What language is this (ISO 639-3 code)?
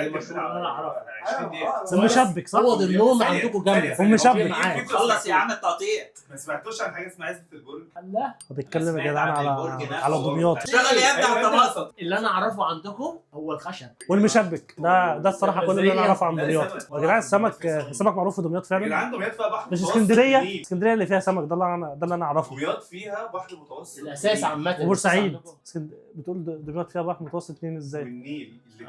arz